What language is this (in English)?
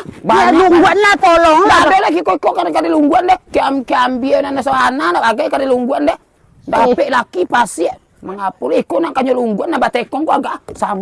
Minangkabau